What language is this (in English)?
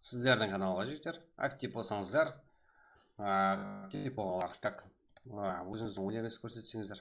Kara-Kalpak